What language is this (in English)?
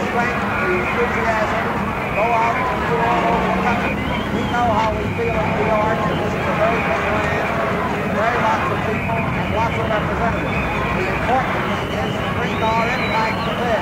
English